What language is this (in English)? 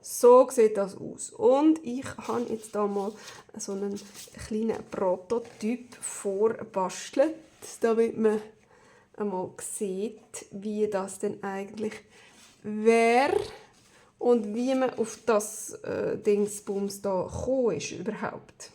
Swiss German